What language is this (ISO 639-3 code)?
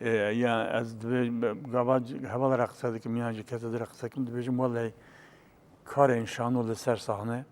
kur